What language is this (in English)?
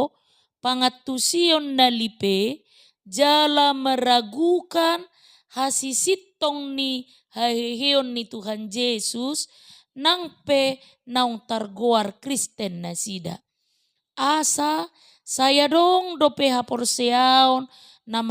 Batak Toba